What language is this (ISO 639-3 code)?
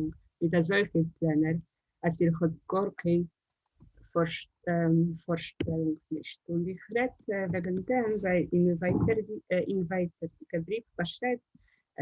yid